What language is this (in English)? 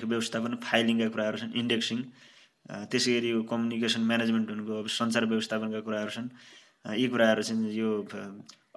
Nepali